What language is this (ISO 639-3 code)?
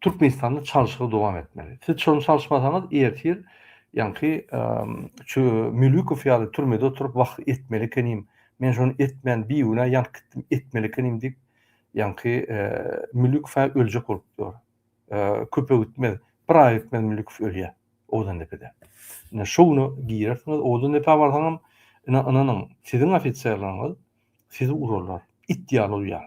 tuk